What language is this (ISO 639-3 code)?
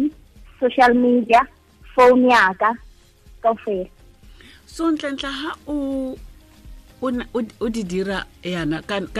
tsn